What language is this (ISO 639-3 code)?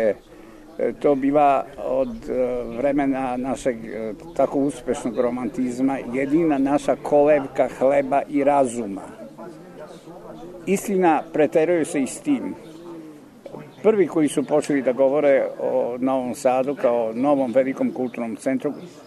srp